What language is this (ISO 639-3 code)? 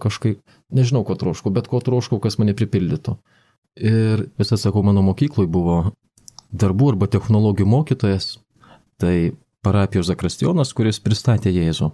lit